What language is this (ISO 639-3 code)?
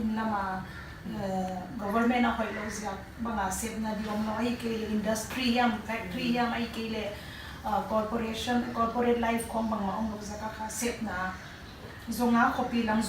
pck